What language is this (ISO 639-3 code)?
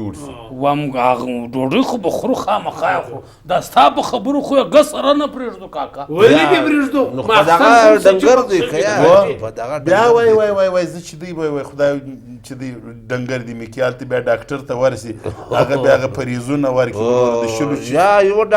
pus